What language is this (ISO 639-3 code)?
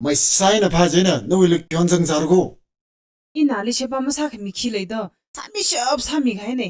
nmf